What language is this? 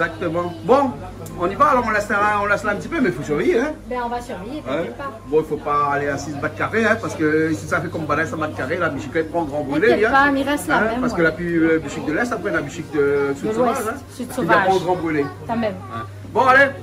Réunion Creole French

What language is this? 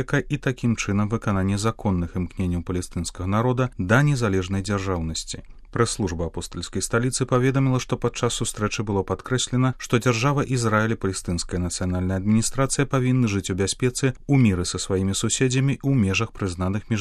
Belarusian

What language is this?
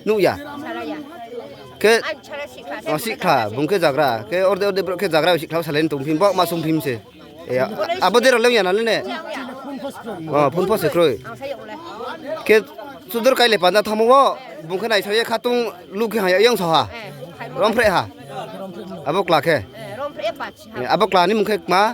Riang (India)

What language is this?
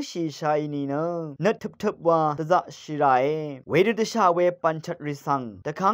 Rawang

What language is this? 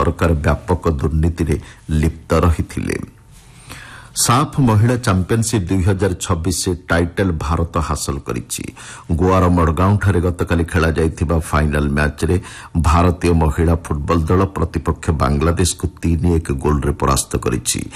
Odia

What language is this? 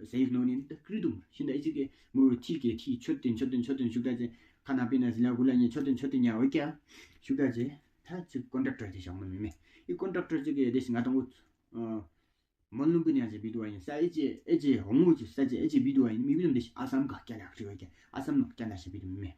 Tawang Monpa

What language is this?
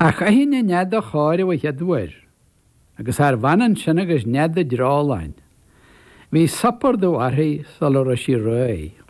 Irish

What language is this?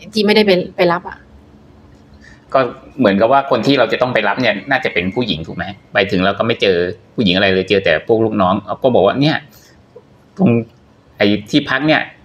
Thai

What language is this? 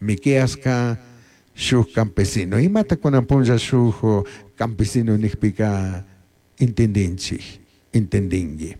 Chimborazo Highland Quichua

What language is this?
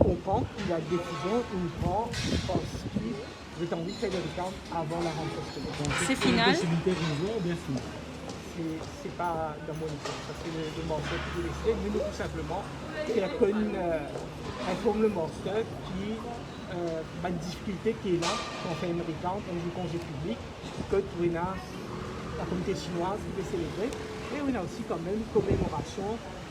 Morisyen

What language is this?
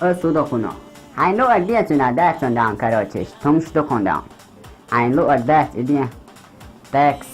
Chechen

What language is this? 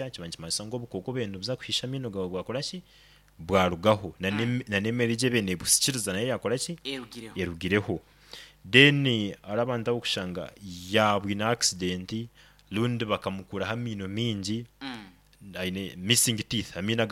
Nyoro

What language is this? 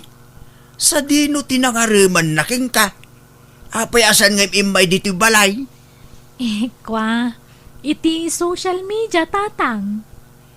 Iloko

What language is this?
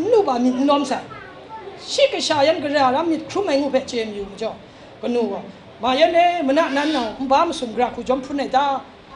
Kachin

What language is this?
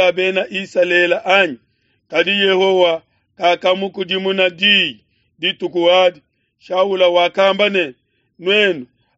Luba-Lulua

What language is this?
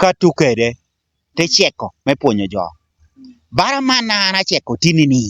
Lango (Uganda)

